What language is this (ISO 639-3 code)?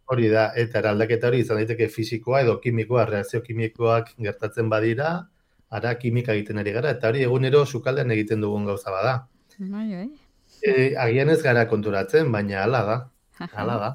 eus